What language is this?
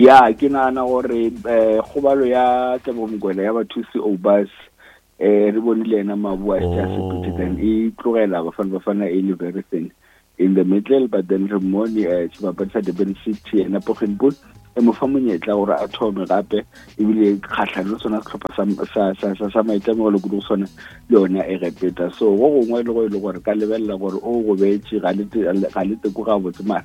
Northern Sotho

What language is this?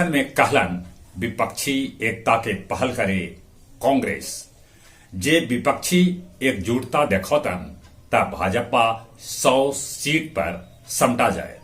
Magahi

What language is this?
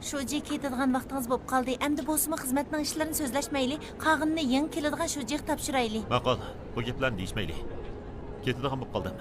Uyghur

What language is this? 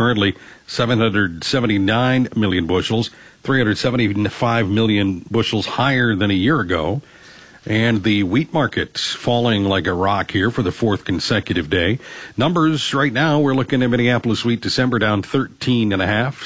English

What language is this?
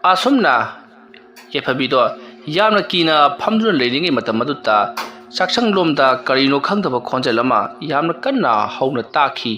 Manipuri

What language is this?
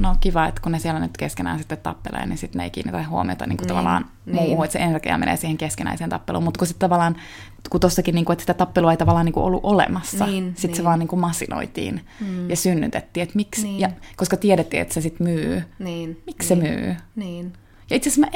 Finnish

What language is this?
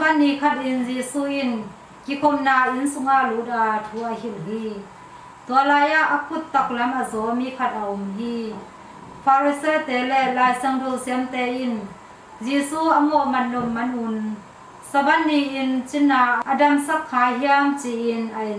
Tedim Chin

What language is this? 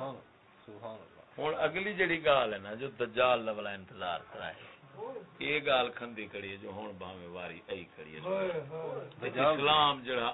Saraiki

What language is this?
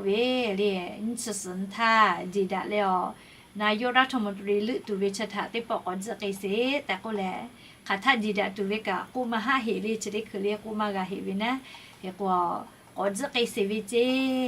Lahu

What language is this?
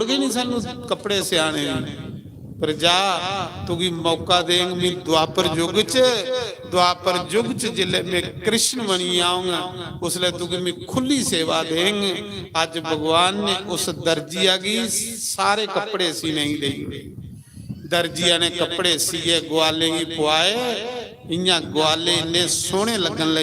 Dogri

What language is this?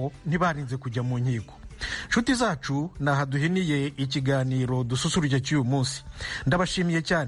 Kinyarwanda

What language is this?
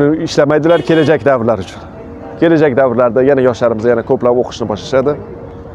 Uzbek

